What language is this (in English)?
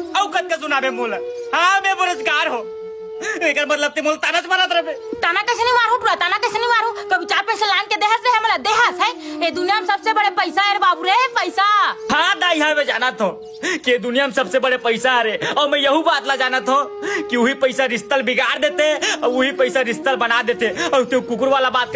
Chhattisgarhi